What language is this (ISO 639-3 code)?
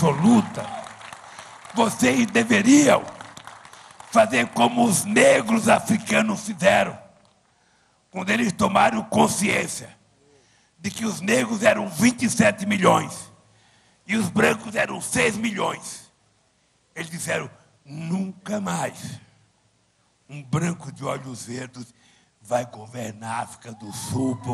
por